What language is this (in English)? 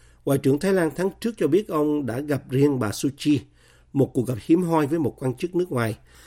Vietnamese